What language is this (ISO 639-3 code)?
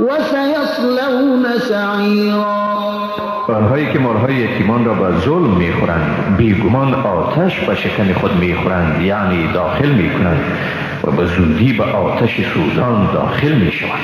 fas